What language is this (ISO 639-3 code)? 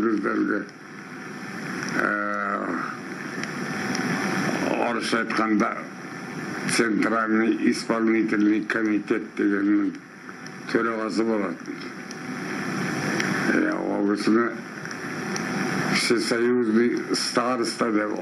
kaz